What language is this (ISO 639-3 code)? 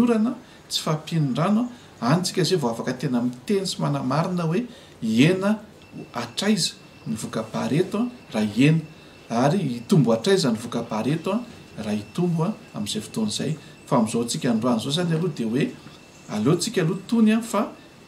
mlg